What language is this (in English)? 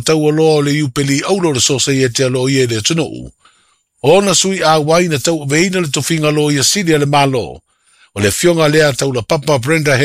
Samoan